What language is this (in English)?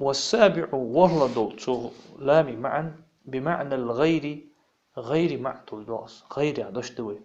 Ingush